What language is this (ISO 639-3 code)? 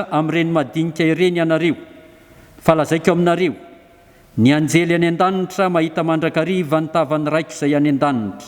mlg